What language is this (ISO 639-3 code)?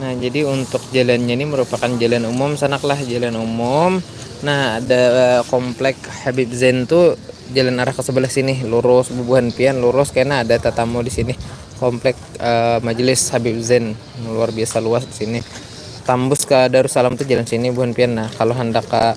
bjn